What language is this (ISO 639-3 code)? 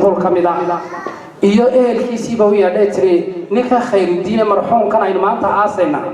som